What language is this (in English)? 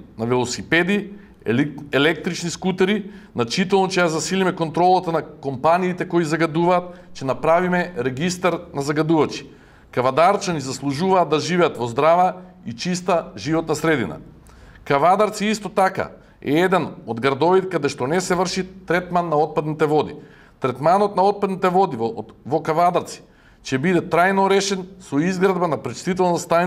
Macedonian